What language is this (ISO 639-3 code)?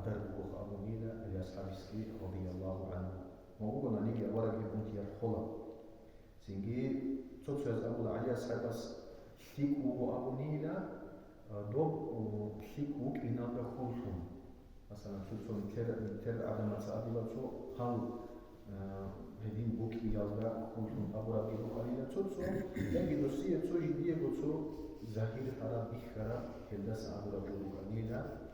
ava